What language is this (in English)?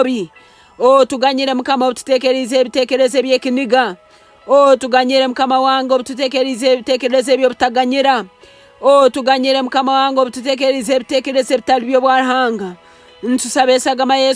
Nyankole